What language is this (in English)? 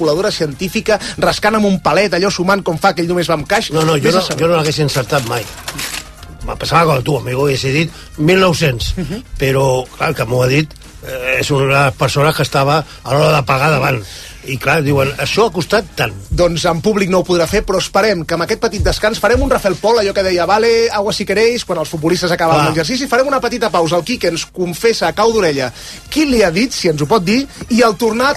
Catalan